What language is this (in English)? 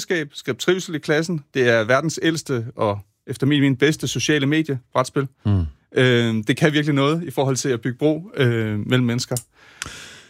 Danish